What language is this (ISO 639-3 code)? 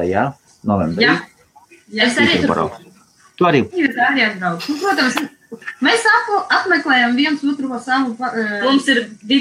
lav